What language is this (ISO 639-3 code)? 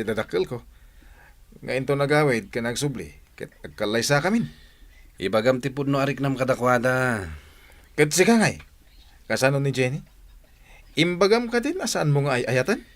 ilo